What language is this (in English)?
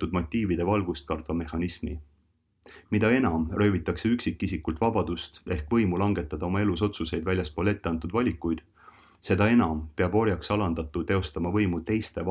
Estonian